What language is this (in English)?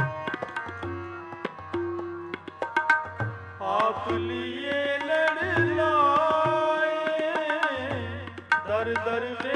Punjabi